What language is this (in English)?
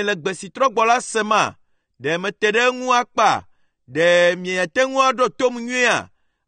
Ewe